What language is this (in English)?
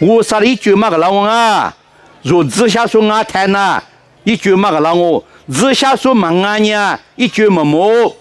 Lisu